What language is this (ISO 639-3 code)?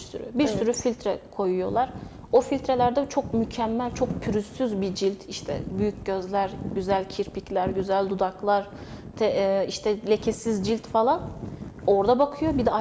tur